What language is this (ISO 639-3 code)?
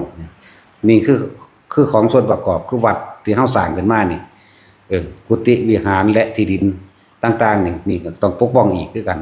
lao